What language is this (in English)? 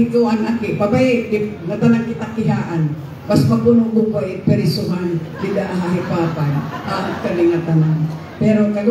Waray